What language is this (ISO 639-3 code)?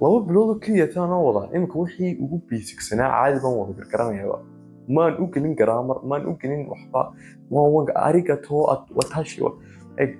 som